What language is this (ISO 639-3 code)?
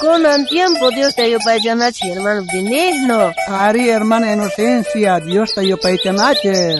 quh